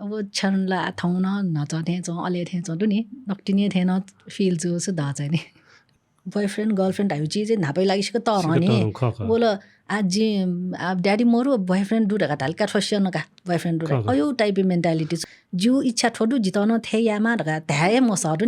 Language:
Newari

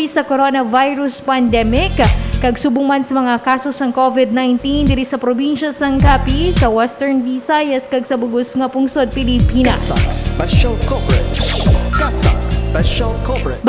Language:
Hiligaynon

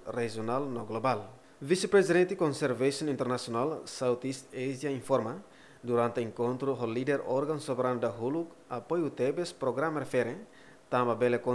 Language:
Tetum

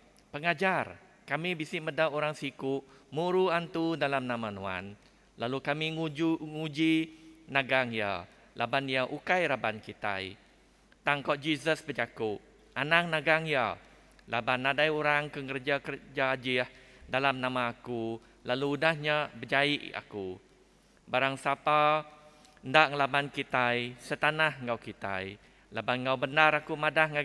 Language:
Iban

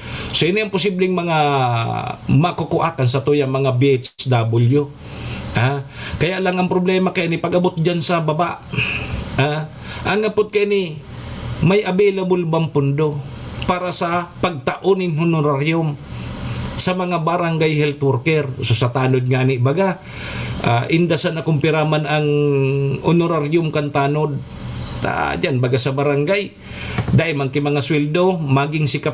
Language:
Bikol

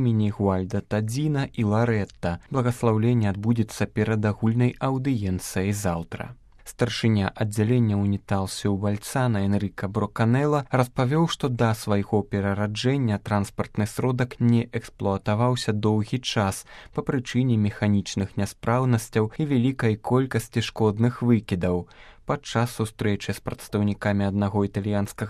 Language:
Belarusian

